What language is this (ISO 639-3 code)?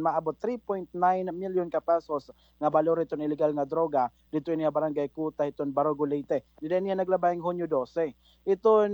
war